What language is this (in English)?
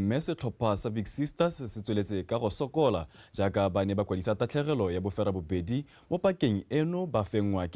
Tswana